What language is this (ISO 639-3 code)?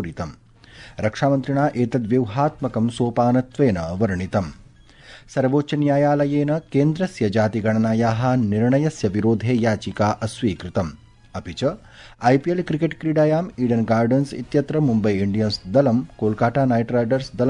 san